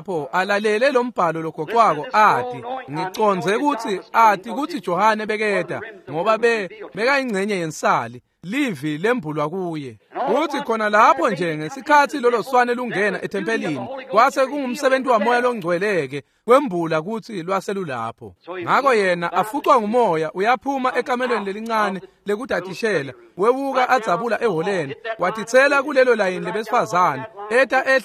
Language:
Swati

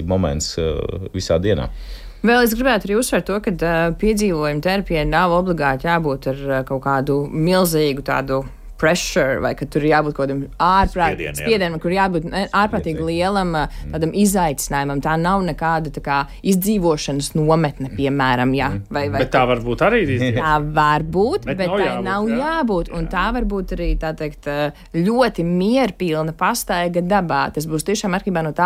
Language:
Latvian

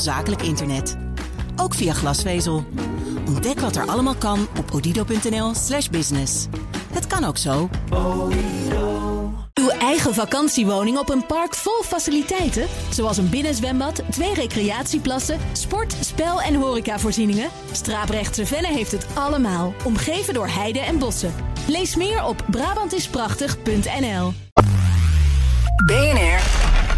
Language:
Dutch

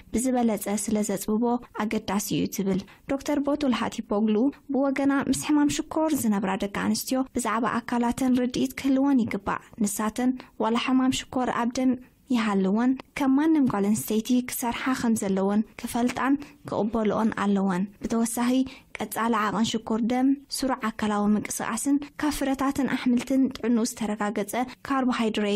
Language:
Tigrinya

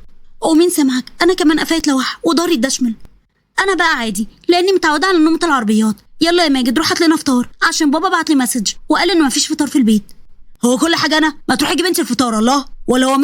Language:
Egyptian Arabic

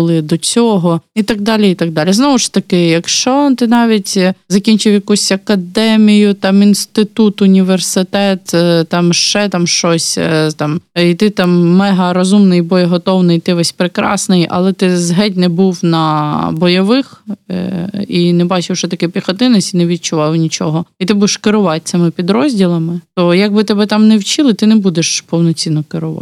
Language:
Ukrainian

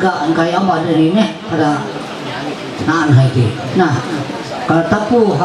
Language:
Ma'anyan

